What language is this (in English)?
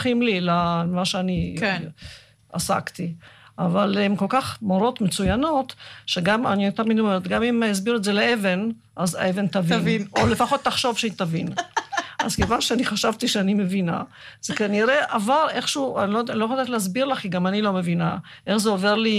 Hebrew